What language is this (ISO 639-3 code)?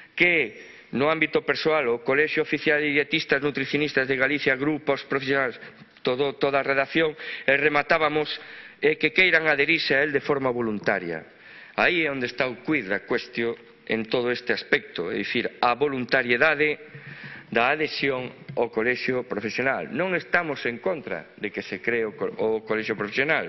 glg